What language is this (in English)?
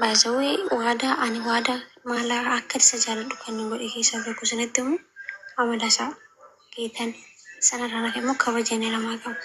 Oromo